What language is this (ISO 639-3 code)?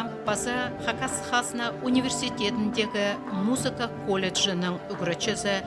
kjh